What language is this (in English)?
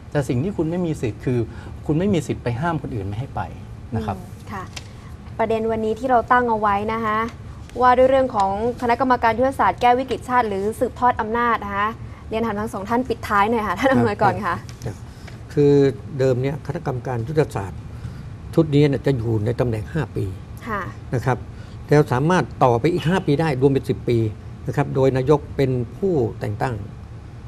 Thai